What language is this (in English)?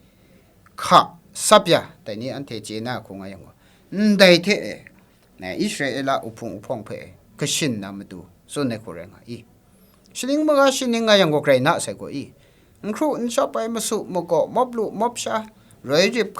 Kachin